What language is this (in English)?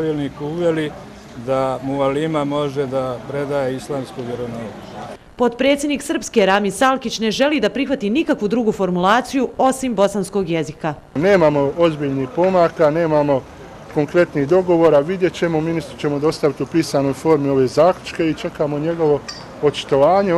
Bosnian